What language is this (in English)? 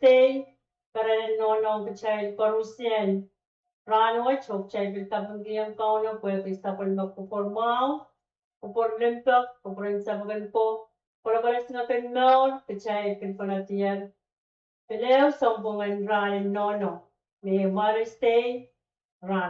Pohnpeian